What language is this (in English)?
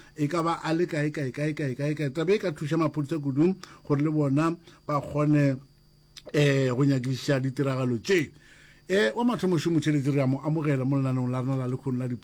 Northern Sotho